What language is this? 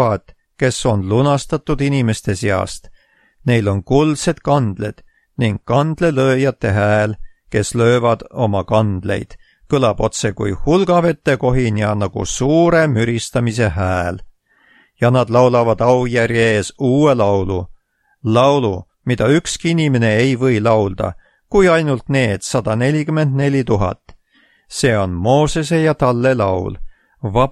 Estonian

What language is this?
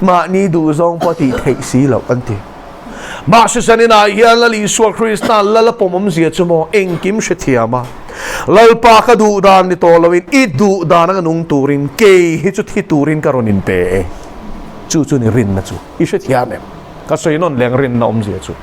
Mizo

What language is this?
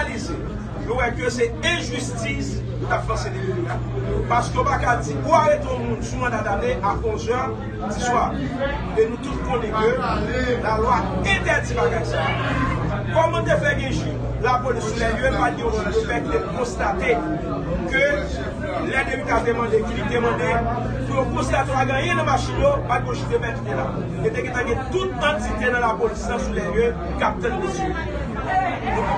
Haitian Creole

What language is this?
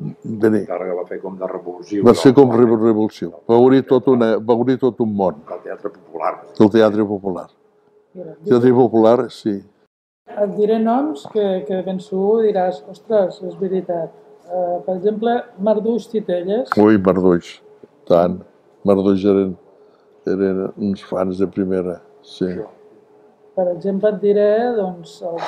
Catalan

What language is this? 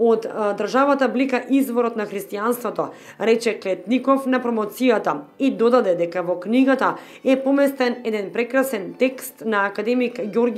Macedonian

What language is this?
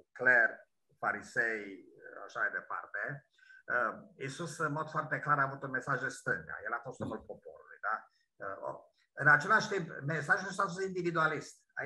Romanian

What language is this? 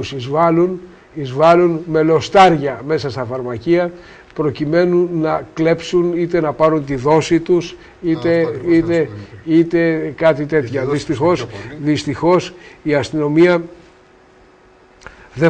Greek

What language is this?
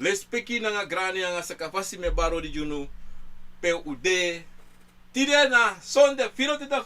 Sranan Tongo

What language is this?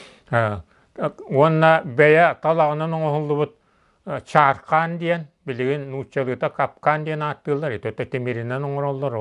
Yakut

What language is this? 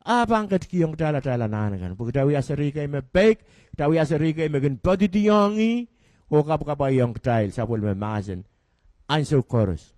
Pohnpeian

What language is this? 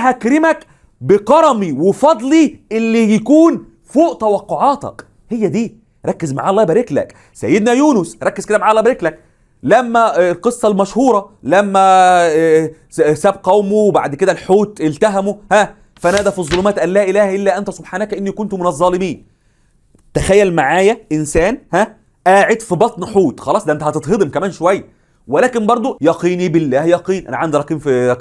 Egyptian Arabic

